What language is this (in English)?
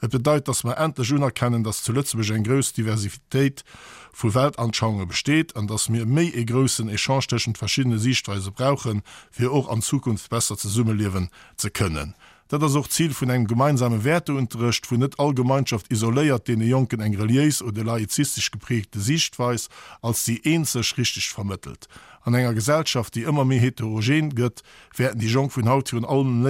Luxembourgish